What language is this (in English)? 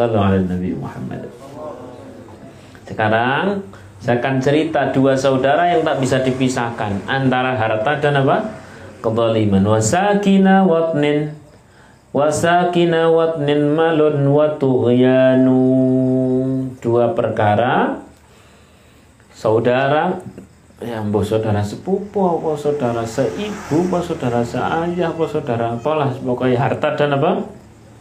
Indonesian